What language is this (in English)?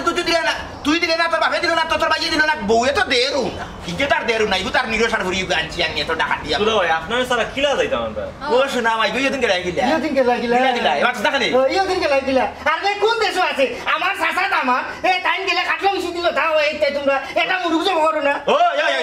Sylheti